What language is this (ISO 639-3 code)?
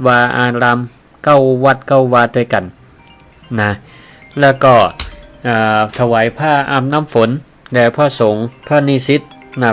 nod